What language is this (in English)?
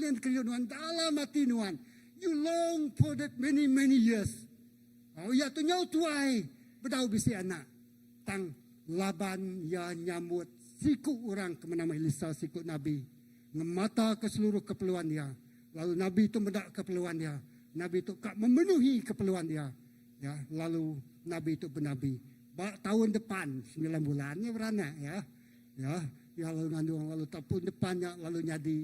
Iban